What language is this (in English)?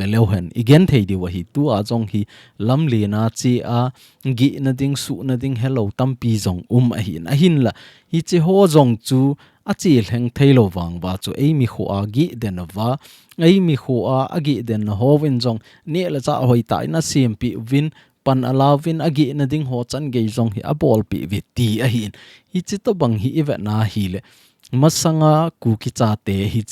Thado Chin